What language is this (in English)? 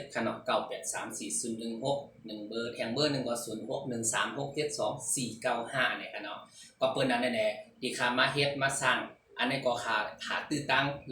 Shan